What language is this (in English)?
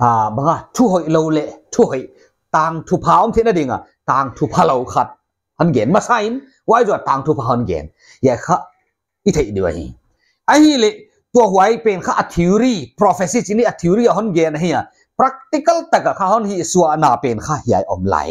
Paite Chin